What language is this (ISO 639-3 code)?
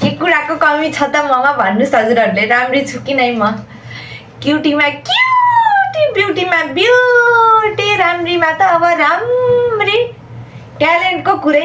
nep